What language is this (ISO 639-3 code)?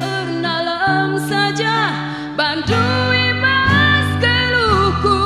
btx